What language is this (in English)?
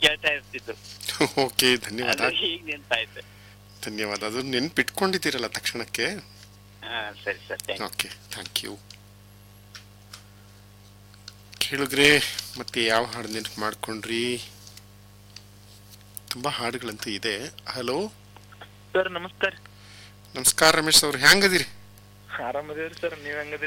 Kannada